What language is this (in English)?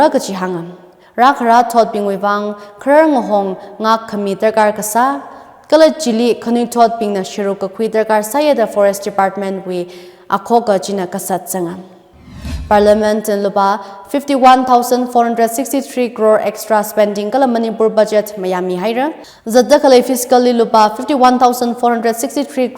Tangkhul Naga (India)